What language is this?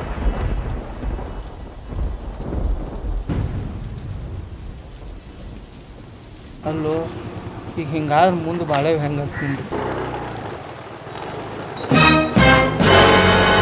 Kannada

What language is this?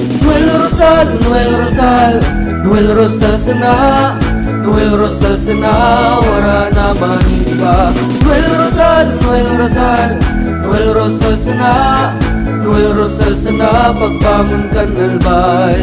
Bikol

